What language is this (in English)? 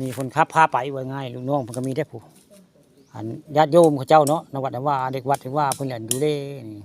Northeastern Thai